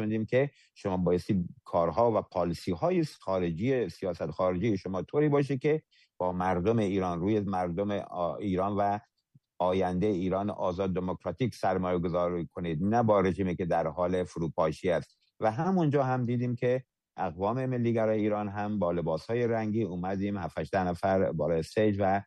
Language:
Persian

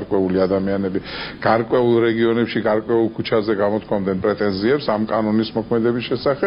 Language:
Georgian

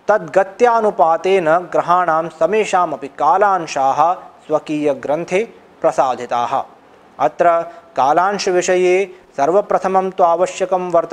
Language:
Sanskrit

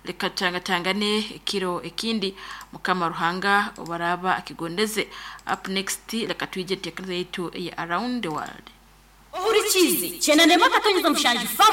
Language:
Nyankole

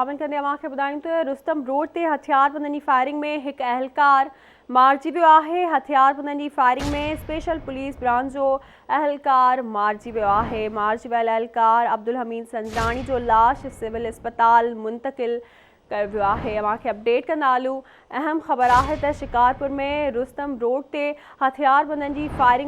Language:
Sindhi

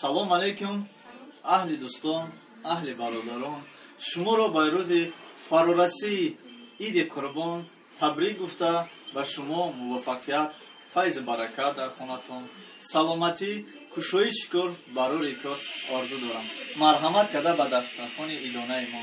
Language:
Tajik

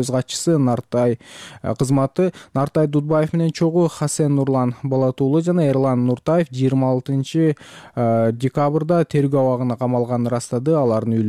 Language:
Kyrgyz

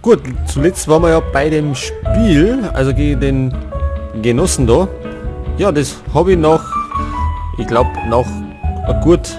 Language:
Bavarian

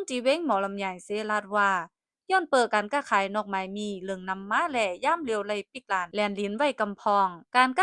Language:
Shan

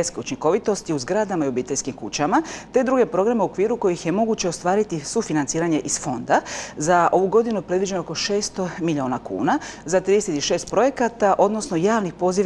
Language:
Croatian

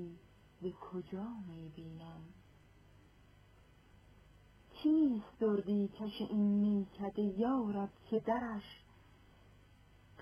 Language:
Persian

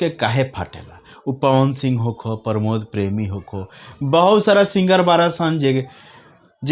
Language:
Bhojpuri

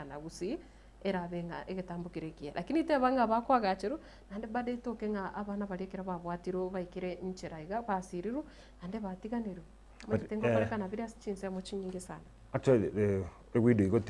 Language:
Gusii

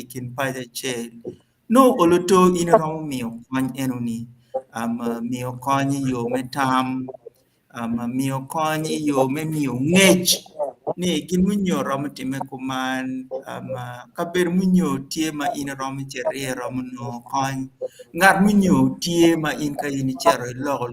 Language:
Acoli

